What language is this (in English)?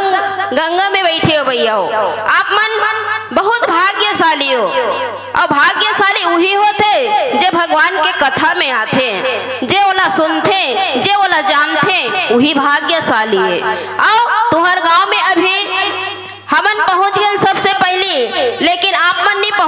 Chhattisgarhi